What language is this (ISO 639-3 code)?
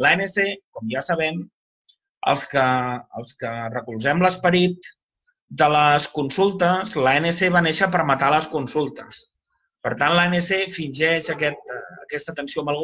cat